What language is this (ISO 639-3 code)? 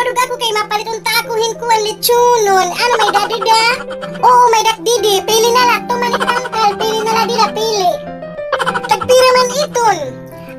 war